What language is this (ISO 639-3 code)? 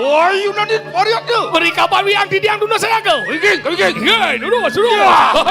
ban